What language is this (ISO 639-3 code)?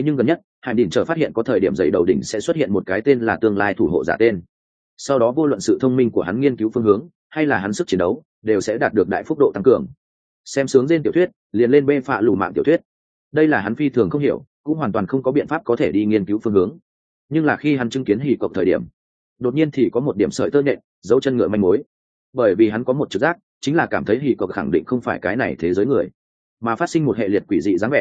vie